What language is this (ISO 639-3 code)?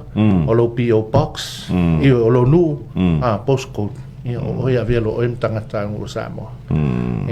smo